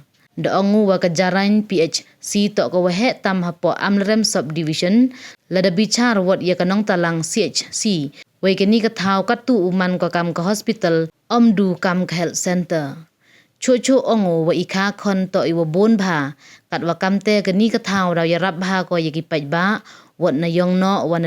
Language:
Pnar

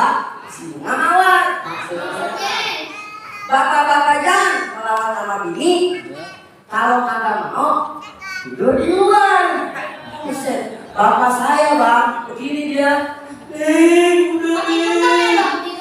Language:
Betawi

